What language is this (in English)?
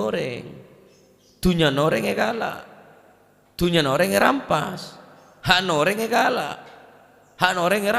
Madurese